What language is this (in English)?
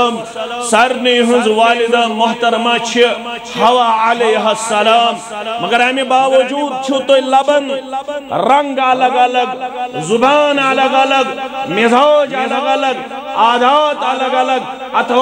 Kashmiri